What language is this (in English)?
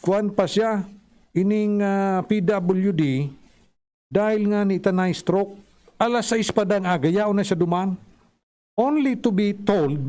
Bikol